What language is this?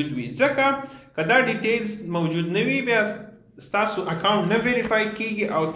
Pashto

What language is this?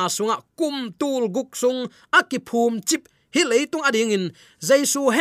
Tedim Chin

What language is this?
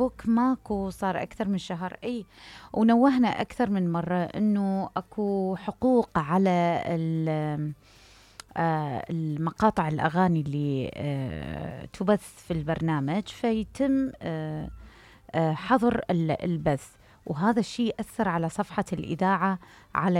Mesopotamian Arabic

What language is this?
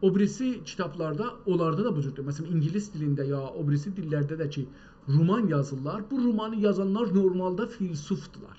South Azerbaijani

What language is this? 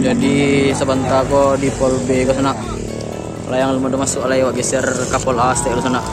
Minangkabau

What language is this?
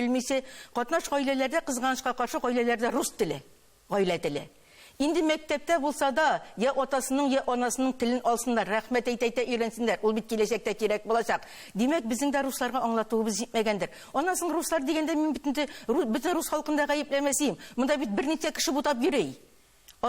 Tatar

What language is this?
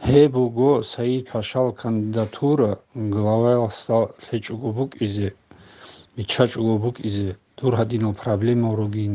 Avaric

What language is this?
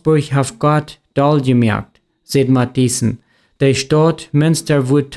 Plautdietsch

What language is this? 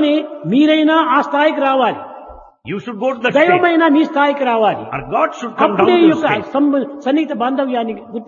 Telugu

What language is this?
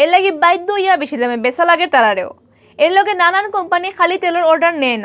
Sylheti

